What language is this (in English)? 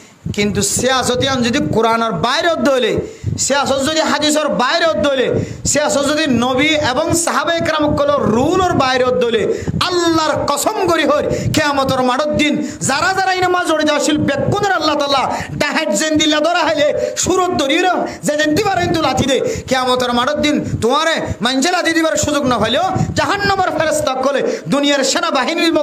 Rohingya